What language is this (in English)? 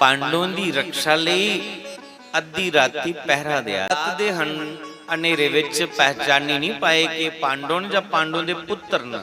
Dogri